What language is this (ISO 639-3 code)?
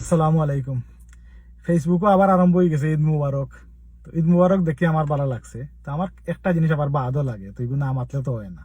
syl